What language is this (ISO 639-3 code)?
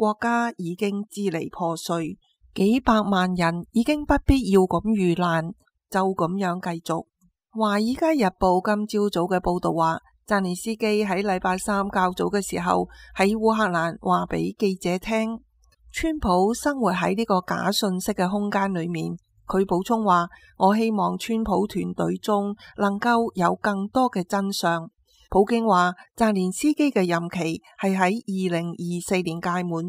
yue